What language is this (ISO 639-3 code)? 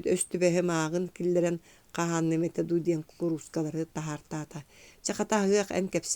sah